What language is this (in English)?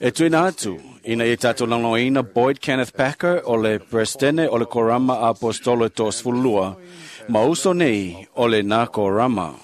Samoan